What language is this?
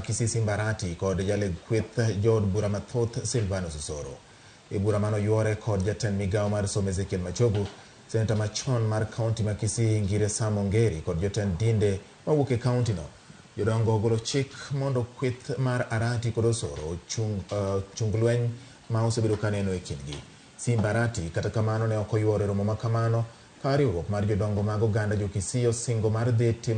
Luo (Kenya and Tanzania)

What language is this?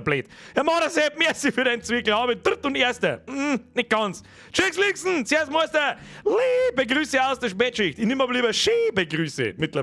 Bavarian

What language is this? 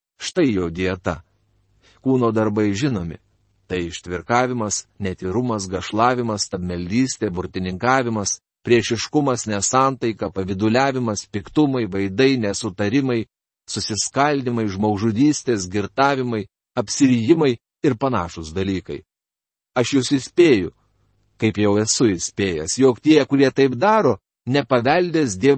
Lithuanian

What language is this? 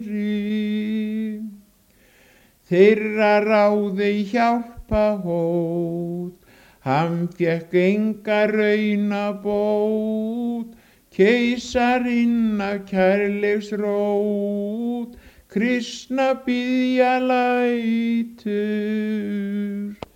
Icelandic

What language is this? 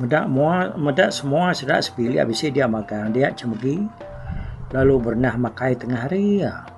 Iban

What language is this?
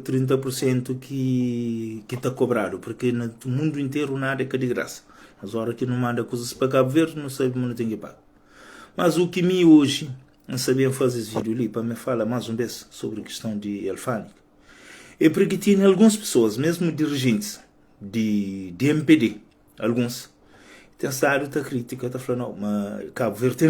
Kabuverdianu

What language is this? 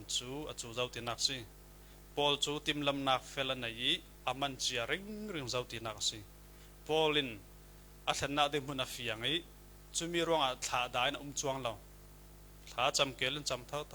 Falam Chin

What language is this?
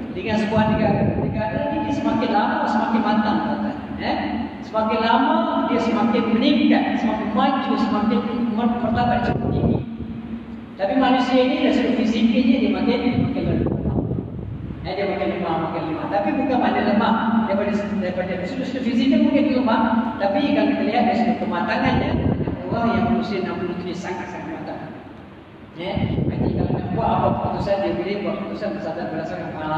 Malay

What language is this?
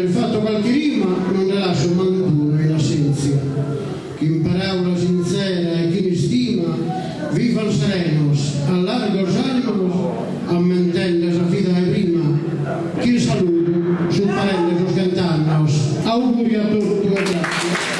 Sardinian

